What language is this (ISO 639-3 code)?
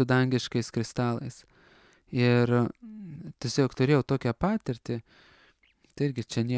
lit